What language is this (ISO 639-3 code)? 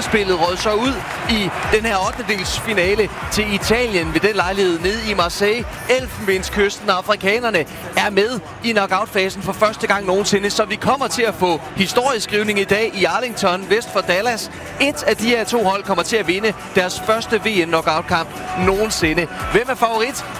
dan